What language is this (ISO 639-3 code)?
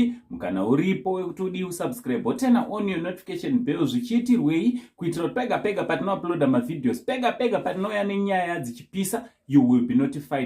sna